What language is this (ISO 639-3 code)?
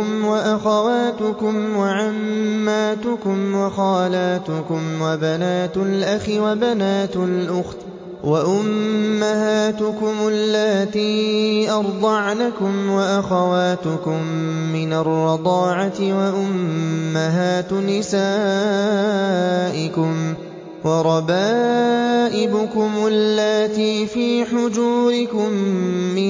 ara